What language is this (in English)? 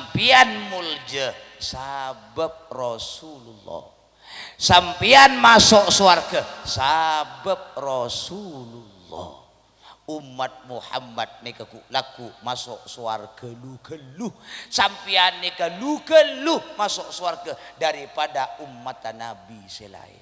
Madurese